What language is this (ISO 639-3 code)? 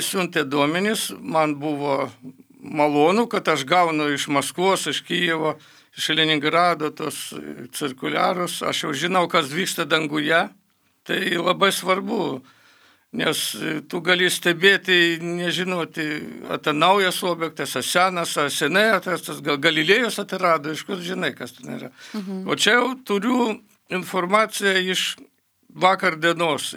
lit